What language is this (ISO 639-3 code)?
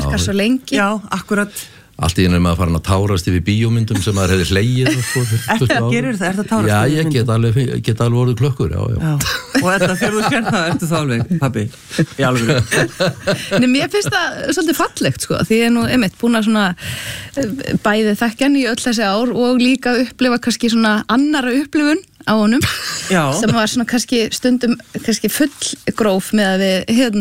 isl